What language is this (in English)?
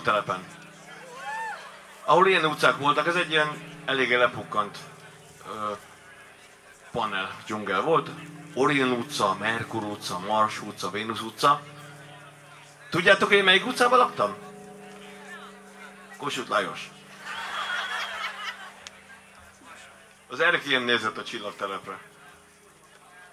Hungarian